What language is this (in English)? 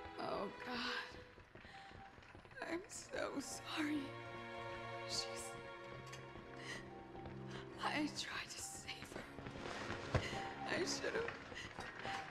English